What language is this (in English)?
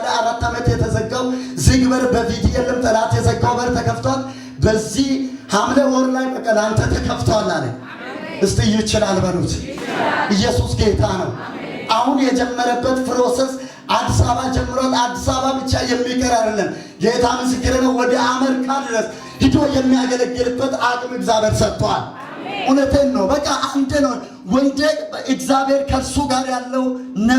Amharic